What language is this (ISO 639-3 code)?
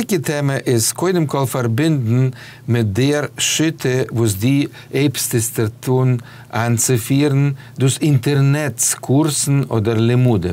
yid